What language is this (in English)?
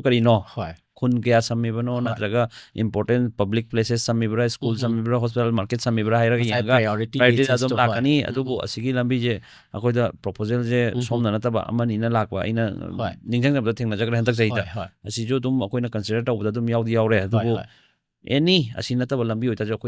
Manipuri